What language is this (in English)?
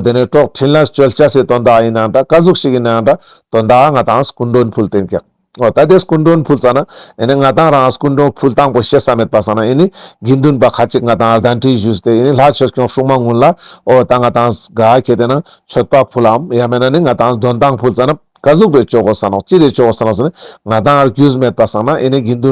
Ladakhi